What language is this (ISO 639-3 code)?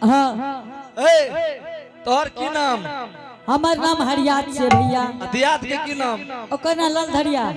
anp